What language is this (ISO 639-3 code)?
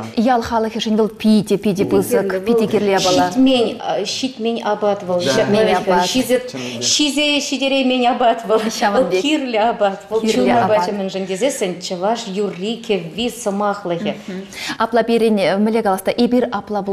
chv